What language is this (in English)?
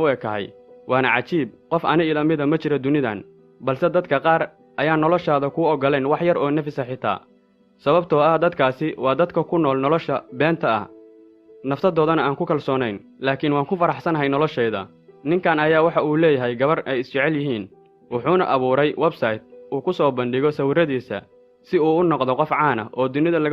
Somali